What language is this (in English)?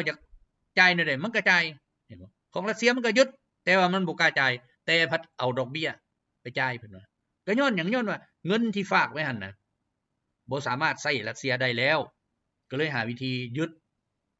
Lao